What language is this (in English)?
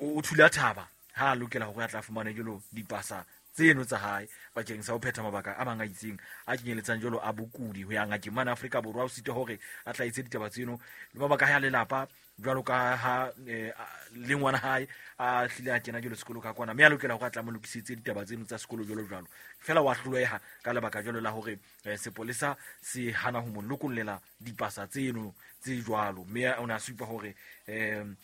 Southern Sotho